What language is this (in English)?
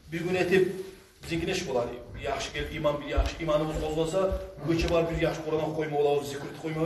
Kumyk